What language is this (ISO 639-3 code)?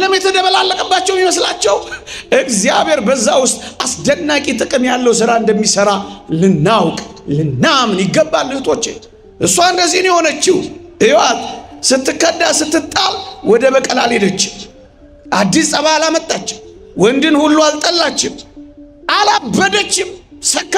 amh